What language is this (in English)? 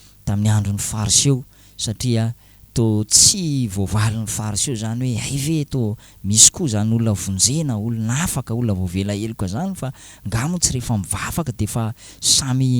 Malagasy